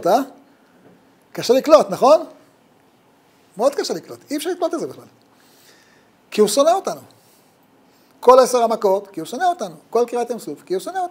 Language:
Hebrew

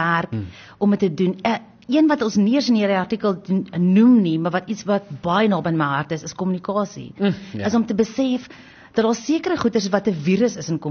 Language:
Afrikaans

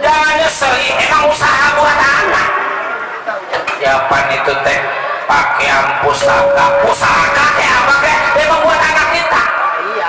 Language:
Betawi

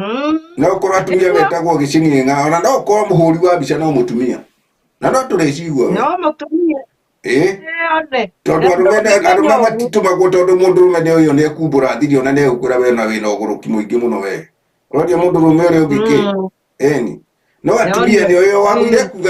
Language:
Kikuyu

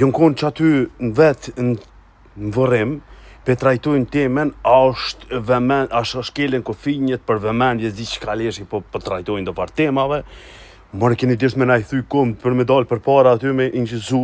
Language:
Albanian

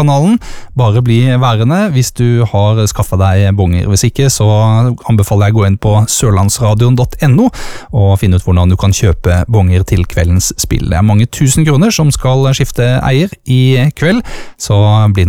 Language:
Norwegian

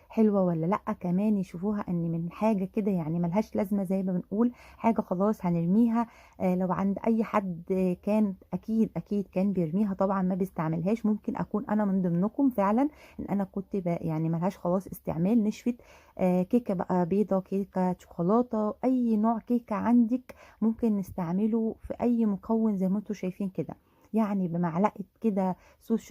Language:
Egyptian Arabic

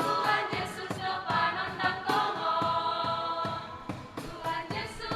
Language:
Batak Simalungun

